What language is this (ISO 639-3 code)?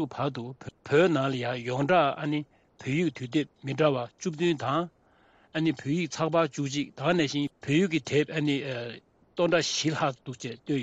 bod